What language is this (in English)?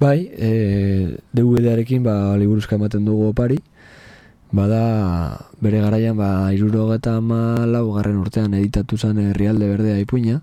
Basque